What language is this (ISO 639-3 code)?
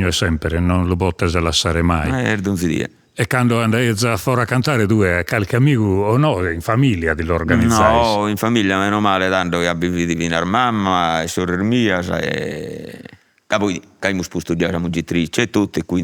srd